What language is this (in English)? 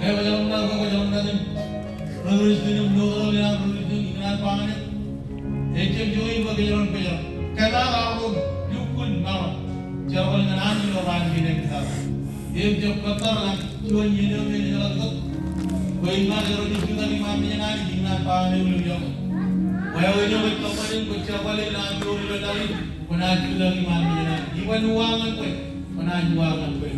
Marshallese